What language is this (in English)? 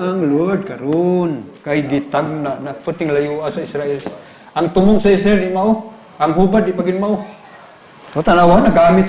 Cebuano